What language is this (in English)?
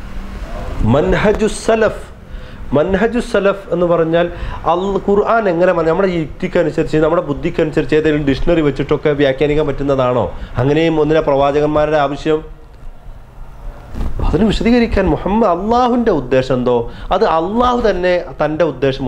Malayalam